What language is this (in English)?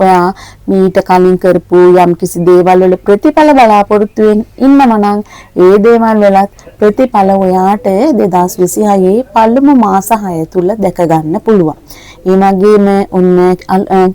Sinhala